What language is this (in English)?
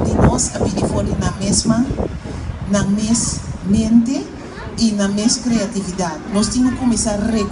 Papiamento